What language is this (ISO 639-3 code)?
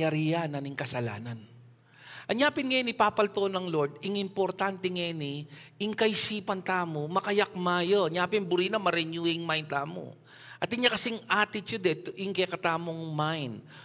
pam